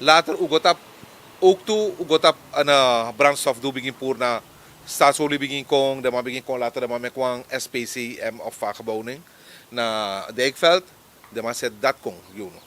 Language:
Sranan Tongo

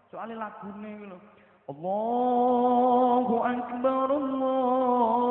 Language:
Javanese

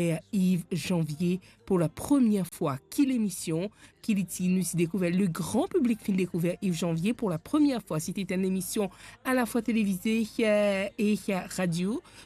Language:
Morisyen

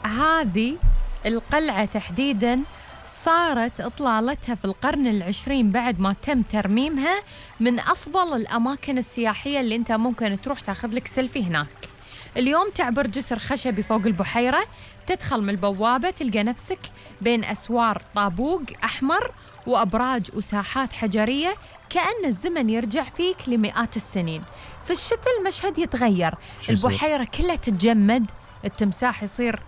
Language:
Gulf Arabic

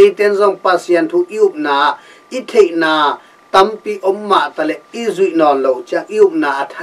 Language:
Tedim Chin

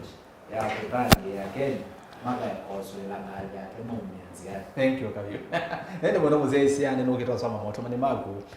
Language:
Kamba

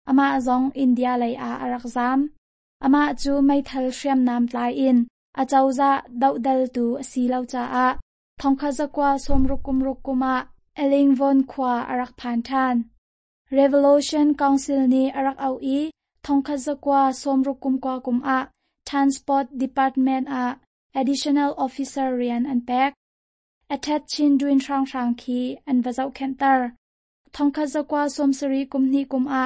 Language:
Hakha Chin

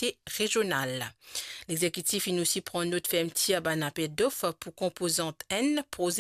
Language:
Morisyen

